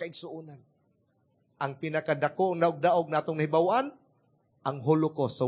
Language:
Cebuano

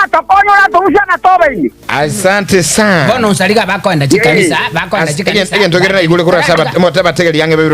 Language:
Gusii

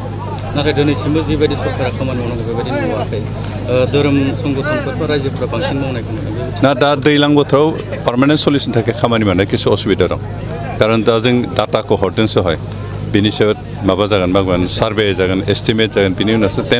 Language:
Bodo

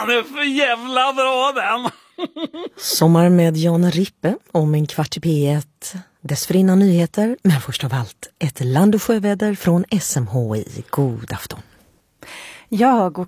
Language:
Swedish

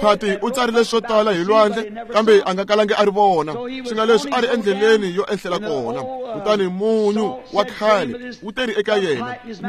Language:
Tsonga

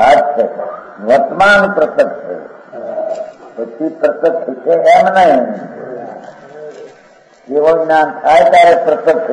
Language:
Gujarati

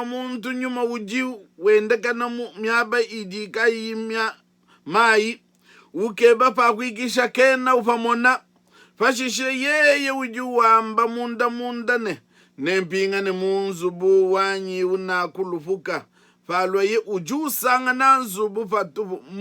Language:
Luba-Lulua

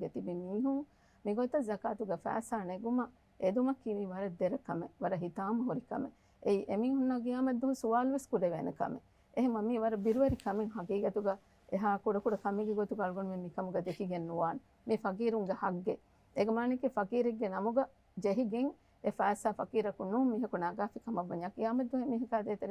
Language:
Divehi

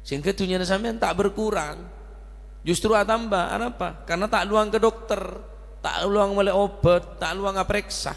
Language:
Madurese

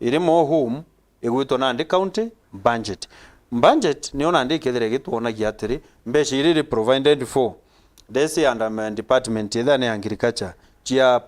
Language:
Meru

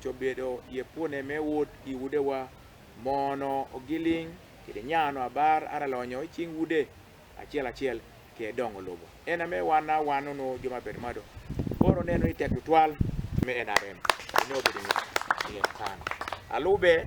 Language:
Acoli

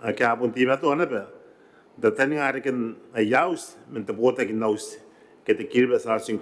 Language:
Gilbertese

